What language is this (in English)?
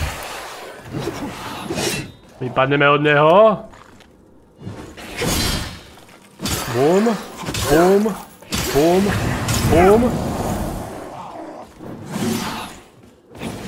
Slovak